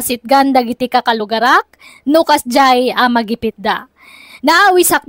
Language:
Iloko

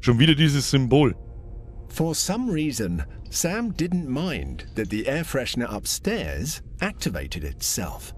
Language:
Bavarian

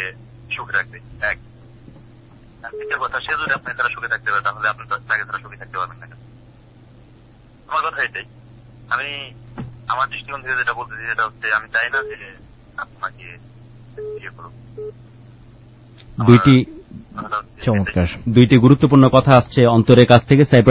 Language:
Bangla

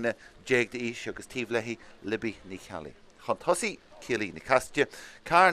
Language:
Irish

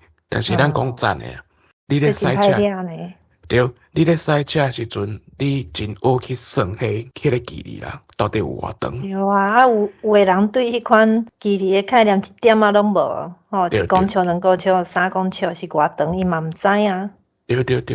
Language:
Min Nan Chinese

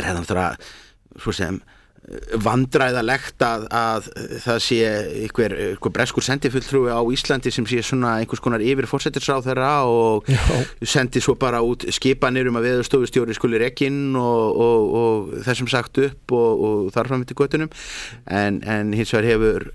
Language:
Icelandic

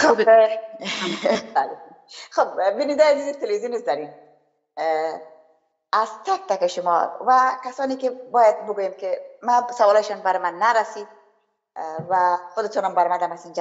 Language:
Persian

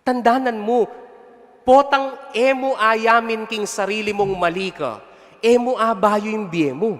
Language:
Pampanga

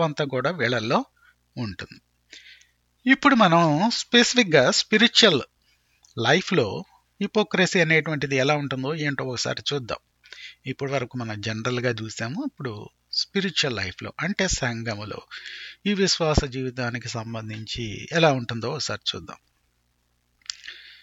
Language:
Telugu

